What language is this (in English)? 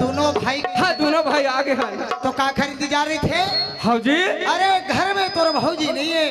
Chhattisgarhi